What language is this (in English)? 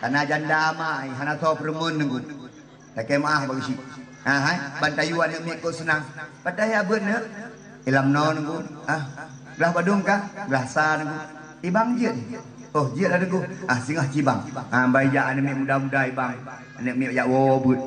Achinese